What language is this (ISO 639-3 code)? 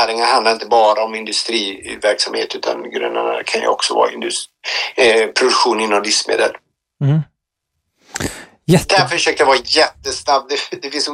swe